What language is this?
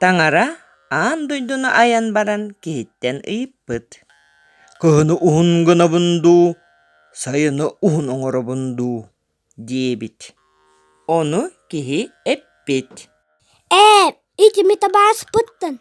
Yakut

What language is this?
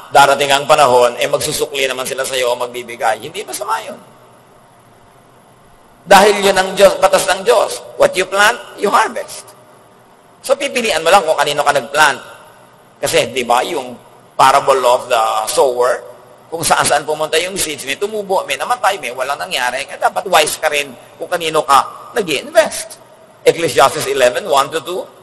Filipino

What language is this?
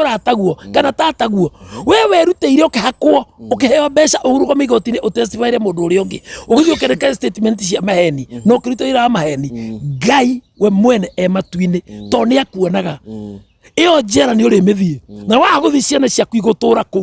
Kikuyu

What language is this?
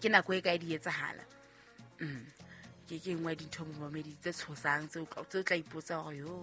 Southern Sotho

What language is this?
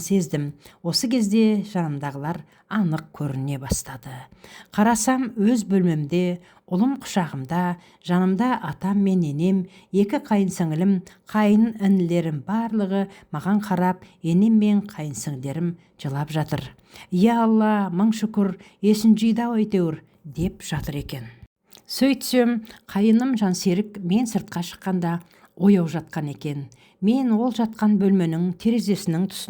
Kazakh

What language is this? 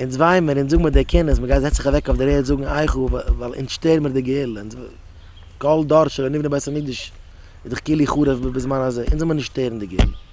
Yiddish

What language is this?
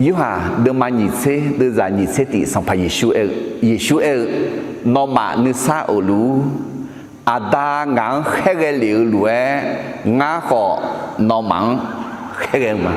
Akha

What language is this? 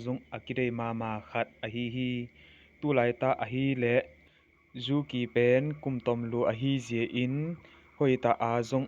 Tedim Chin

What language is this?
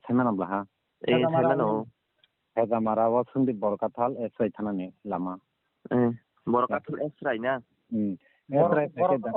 Kok Borok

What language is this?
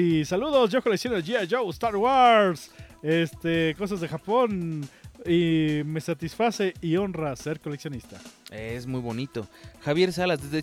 Spanish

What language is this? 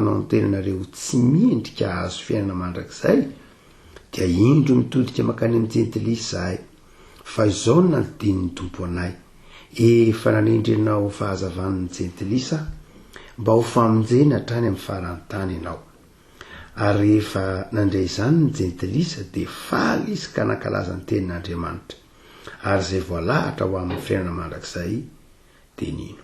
Malagasy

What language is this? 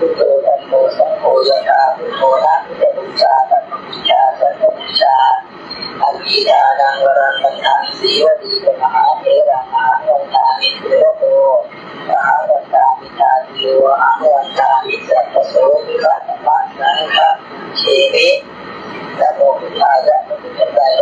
Pali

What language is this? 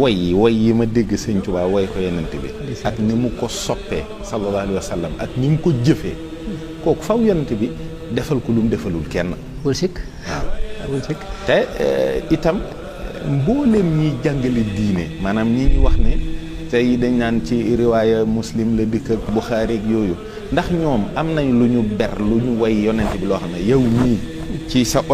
Wolof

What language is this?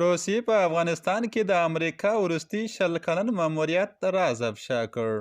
Pashto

